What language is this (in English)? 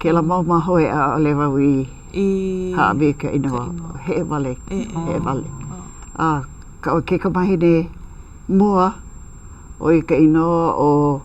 Hawaiian